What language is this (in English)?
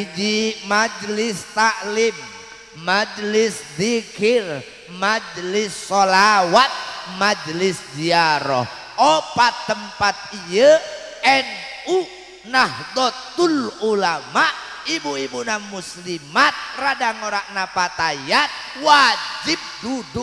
Sundanese